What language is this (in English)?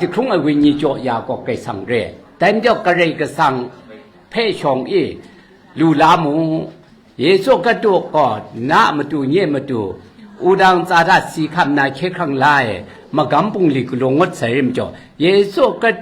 Kachin